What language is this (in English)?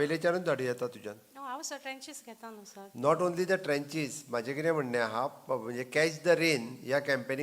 Konkani